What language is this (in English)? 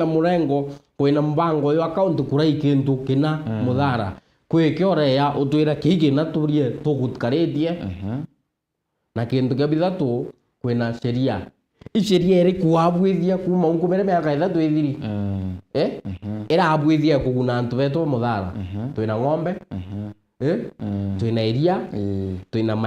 Meru